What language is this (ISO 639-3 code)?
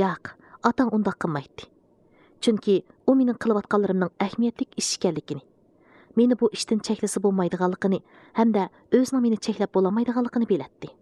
uig